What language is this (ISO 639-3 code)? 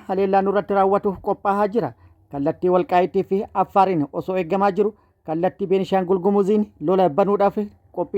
orm